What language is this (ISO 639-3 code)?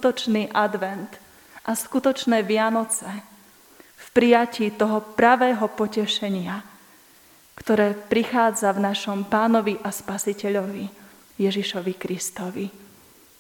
slk